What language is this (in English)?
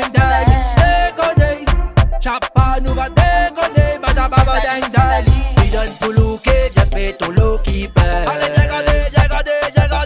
Réunion Creole French